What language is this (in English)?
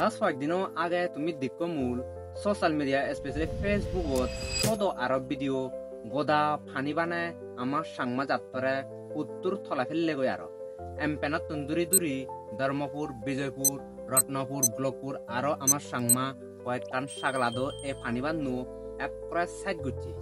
Chakma